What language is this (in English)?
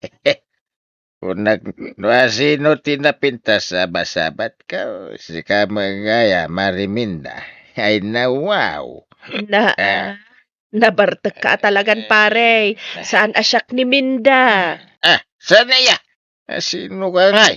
Iloko